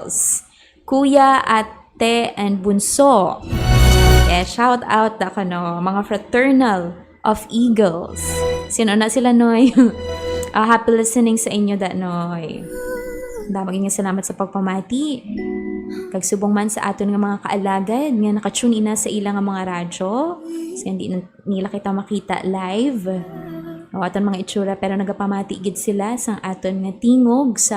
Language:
Hiligaynon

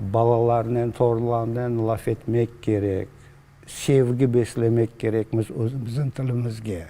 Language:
Crimean Tatar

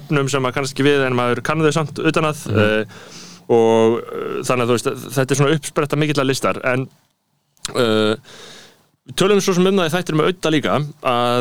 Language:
Icelandic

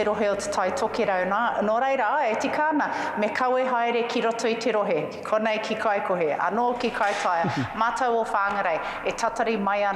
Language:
Māori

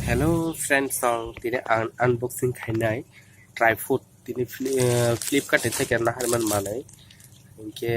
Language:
Kok Borok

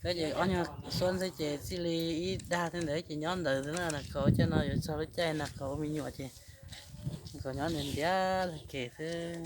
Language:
Hmong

